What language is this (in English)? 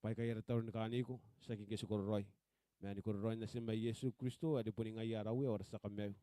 Gilbertese